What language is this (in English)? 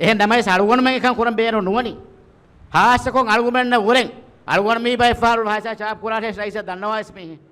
Divehi